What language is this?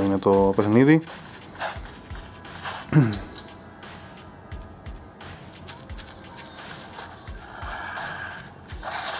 Greek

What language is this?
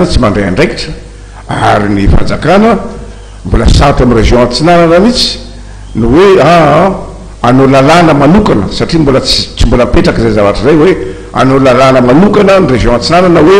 Malagasy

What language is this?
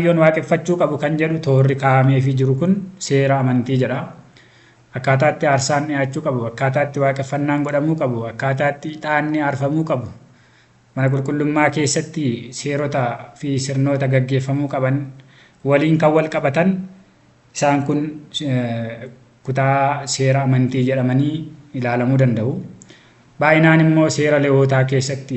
Oromo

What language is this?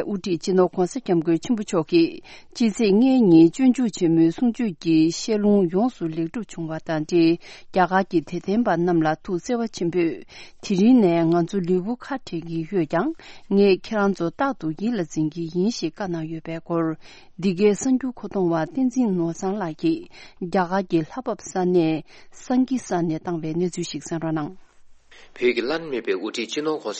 Tibetan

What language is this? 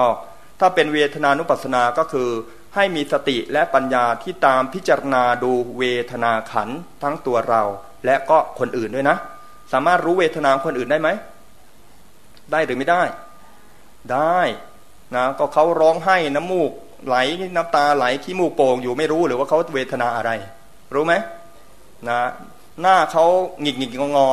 Thai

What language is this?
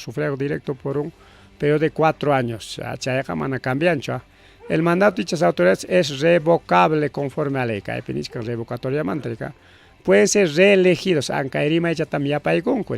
Ayacucho Quechua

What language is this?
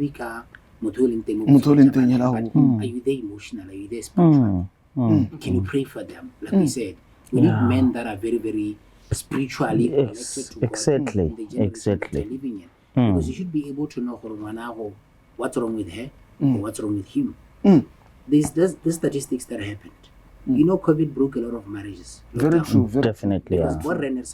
Tswana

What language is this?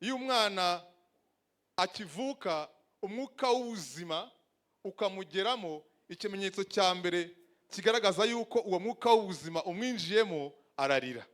Kinyarwanda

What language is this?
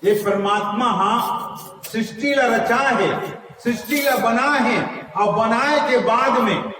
Chhattisgarhi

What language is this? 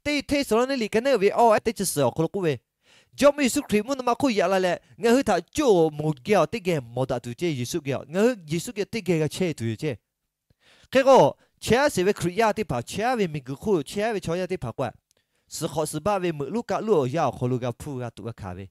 Lahu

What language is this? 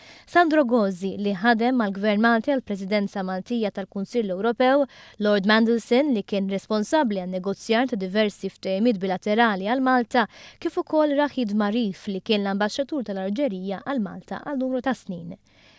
Maltese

